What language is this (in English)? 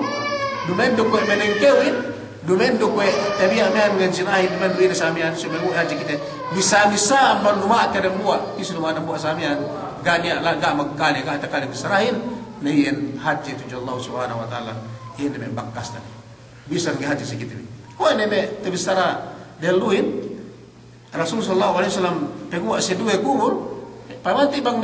Yakan